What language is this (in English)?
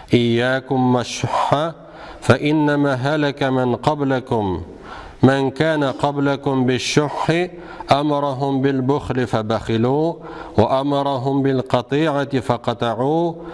Tatar